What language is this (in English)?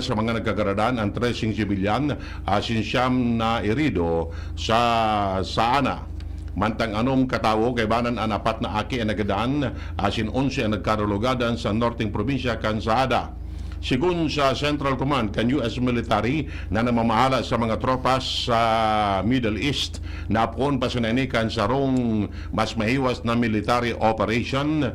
Bikol